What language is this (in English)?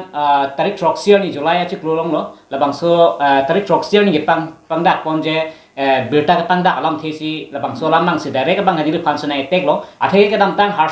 Karbi